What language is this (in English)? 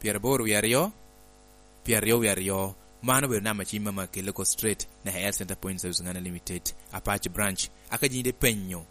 Lango (Uganda)